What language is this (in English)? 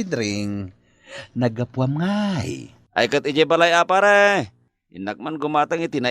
Iloko